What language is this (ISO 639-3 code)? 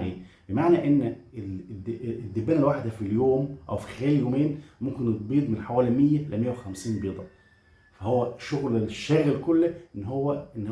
arz